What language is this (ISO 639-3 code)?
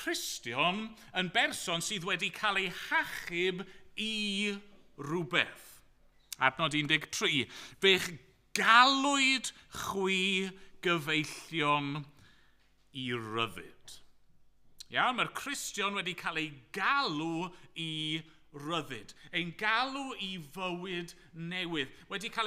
cym